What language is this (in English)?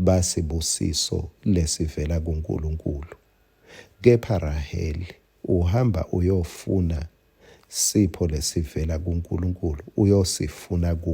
Swati